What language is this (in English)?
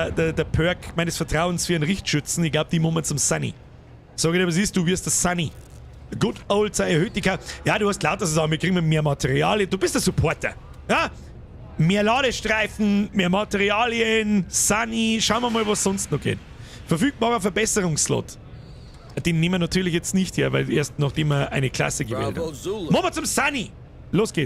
Bavarian